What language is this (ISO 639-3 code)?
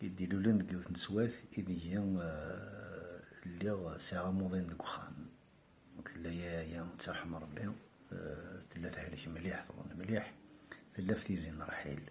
kab